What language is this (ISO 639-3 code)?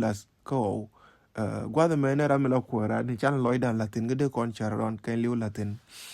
nus